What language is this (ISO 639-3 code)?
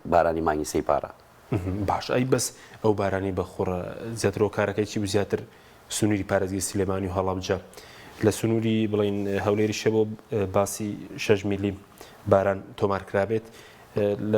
ckb